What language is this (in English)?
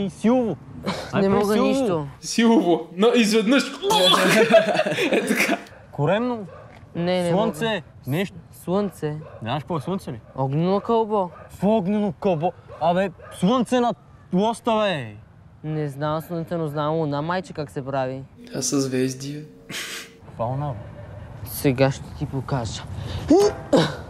Bulgarian